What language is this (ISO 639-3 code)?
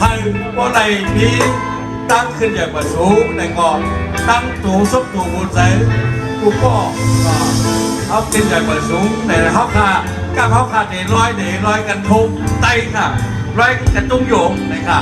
shn